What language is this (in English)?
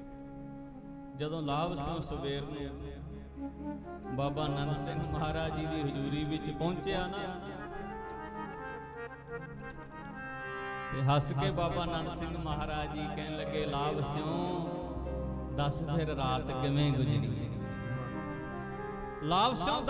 Punjabi